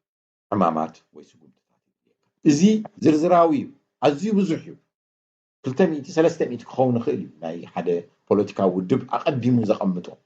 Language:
Tigrinya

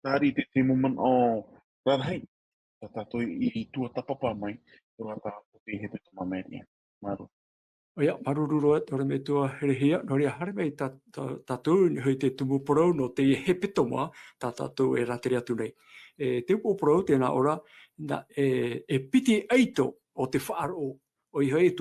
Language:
Tahitian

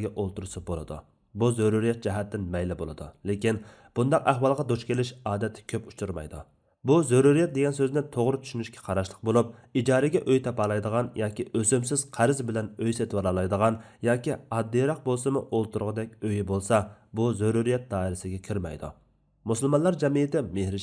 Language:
Uyghur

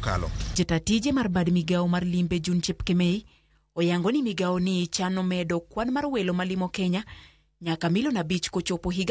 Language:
Luo (Kenya and Tanzania)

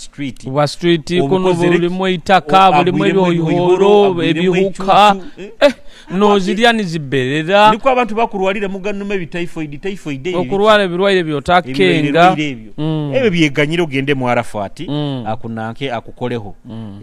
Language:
Nyoro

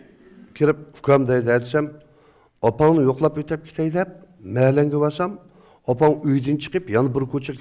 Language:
Uyghur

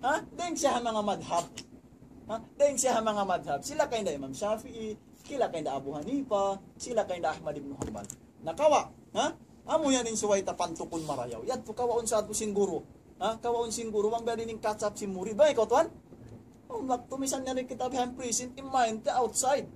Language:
Tausug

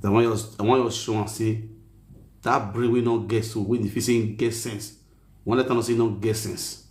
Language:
Nigerian Pidgin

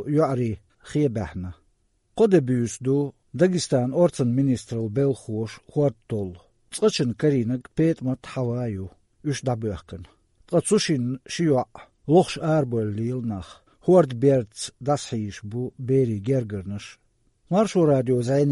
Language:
Chechen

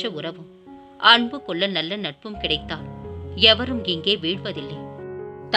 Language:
Tamil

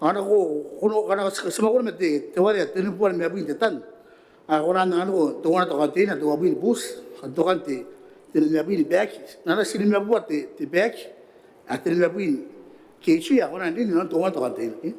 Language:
Gilbertese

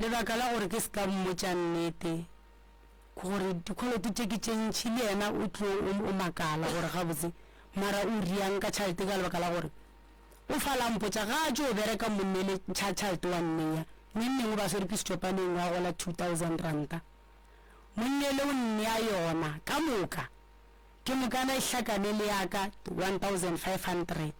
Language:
Northern Sotho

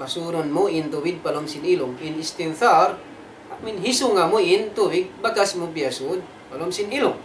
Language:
Tausug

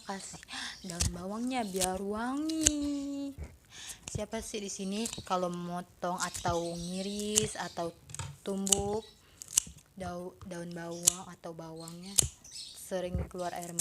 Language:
Musi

